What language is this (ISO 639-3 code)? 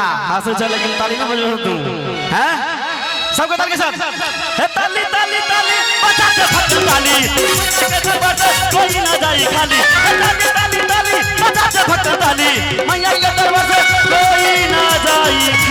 mai